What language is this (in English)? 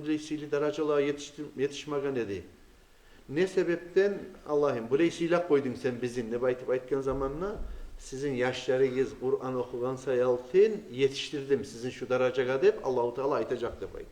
Kumyk